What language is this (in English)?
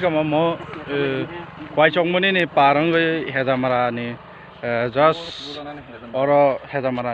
Kok Borok